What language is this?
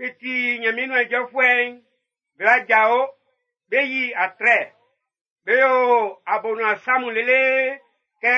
Baoulé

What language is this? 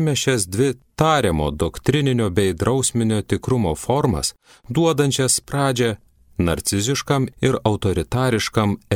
Lithuanian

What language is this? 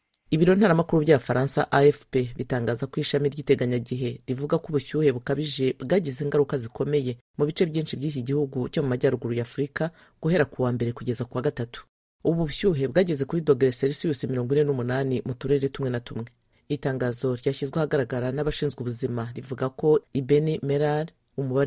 Kinyarwanda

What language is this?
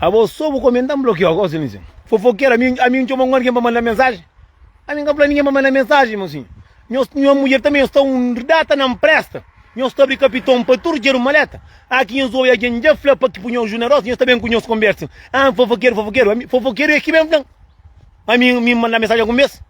Kabuverdianu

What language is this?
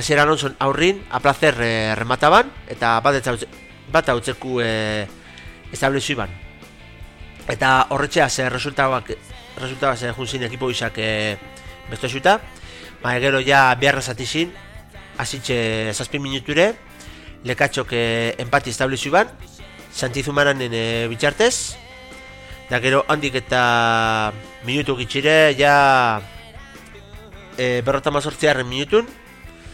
Basque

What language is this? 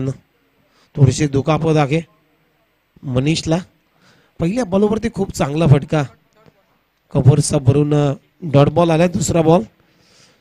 Marathi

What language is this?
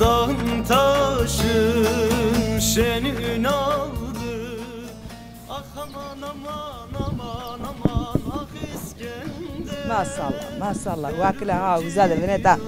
Zaza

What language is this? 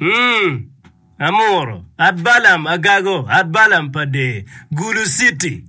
Acoli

